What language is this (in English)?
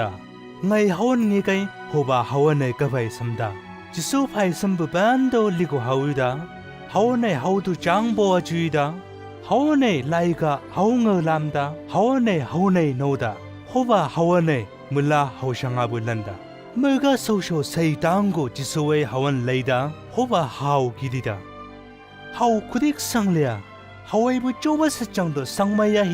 Chang Naga